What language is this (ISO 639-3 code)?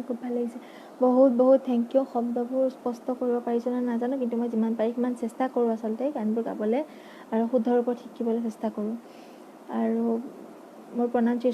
asm